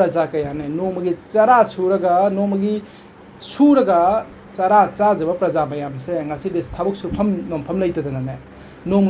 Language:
Manipuri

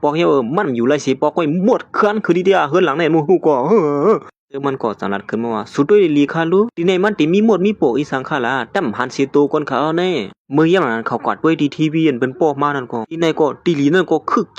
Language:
Shan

